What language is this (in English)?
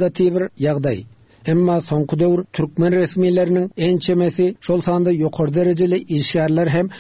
Turkmen